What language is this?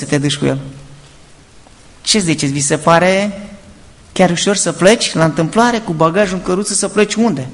Romanian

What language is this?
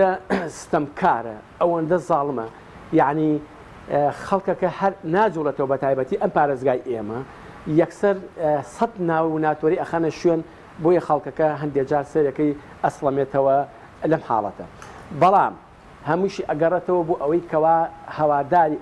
Central Kurdish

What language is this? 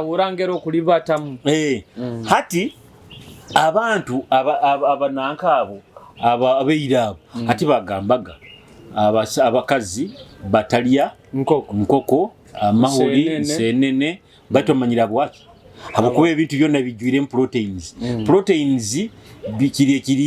Nyoro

